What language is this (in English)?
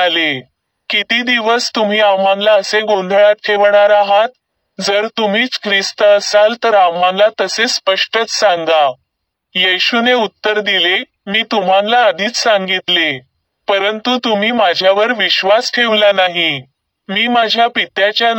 Marathi